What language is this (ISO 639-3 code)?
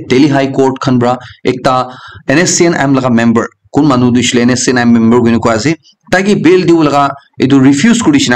nag